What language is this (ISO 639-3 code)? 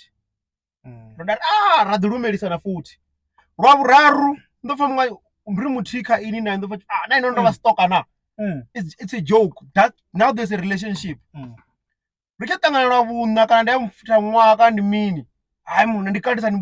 ven